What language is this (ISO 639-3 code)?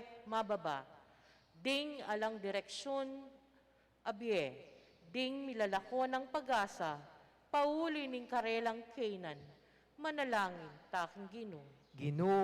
pam